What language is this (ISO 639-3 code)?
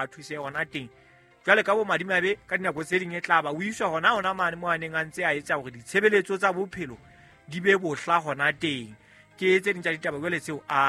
sot